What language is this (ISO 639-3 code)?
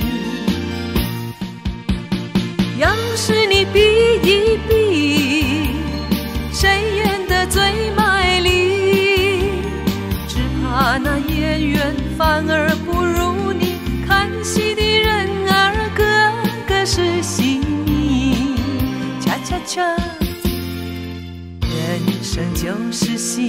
zho